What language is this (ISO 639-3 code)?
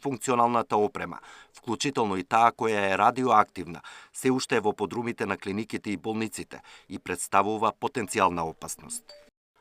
mkd